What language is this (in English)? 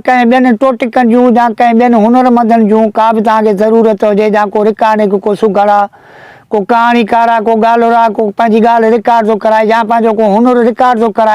Sindhi